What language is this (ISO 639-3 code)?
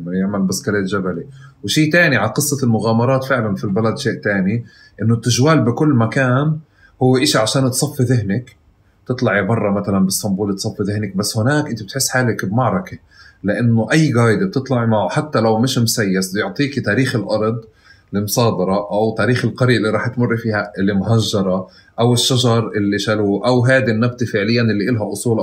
apc